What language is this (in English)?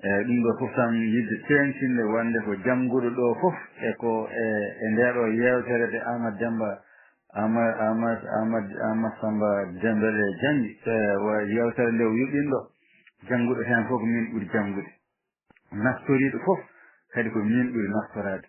Fula